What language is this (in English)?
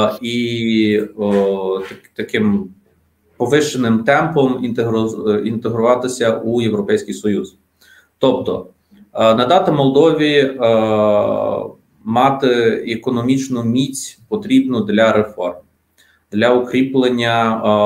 Ukrainian